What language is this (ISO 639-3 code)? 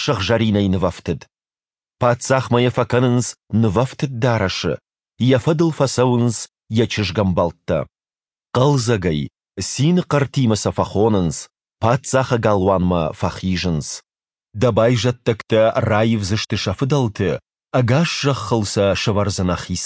oss